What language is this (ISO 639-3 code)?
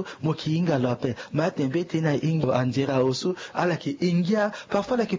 sag